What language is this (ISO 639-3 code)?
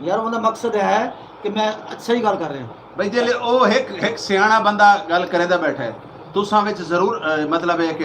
skr